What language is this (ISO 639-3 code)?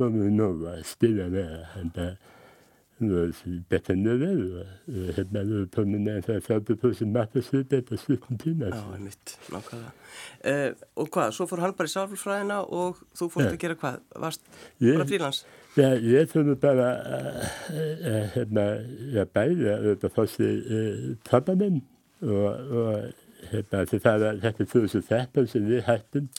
isl